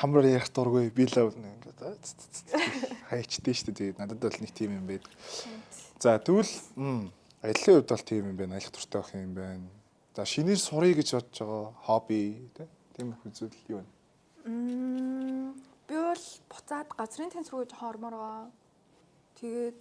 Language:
Mongolian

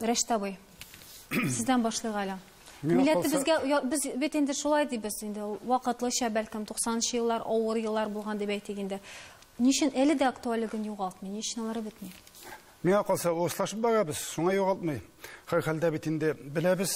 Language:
Tatar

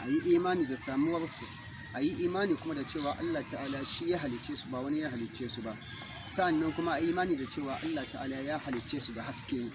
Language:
Hausa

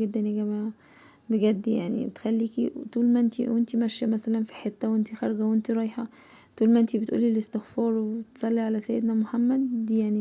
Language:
Egyptian Arabic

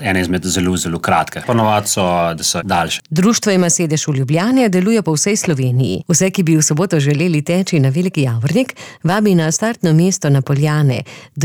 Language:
Slovenian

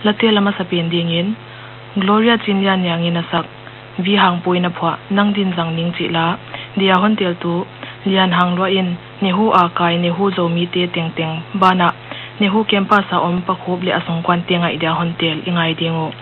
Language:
Paite Chin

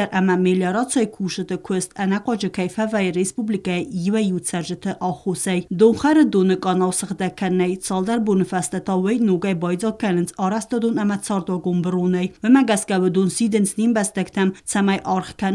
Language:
Ossetic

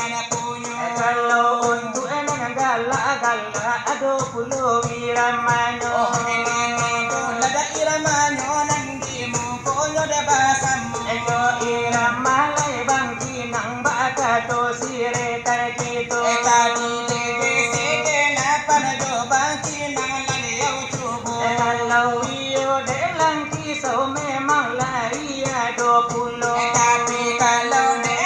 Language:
Minangkabau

